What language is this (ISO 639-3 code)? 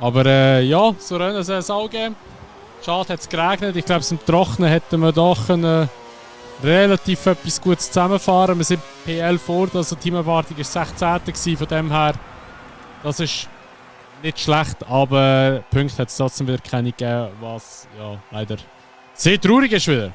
gsw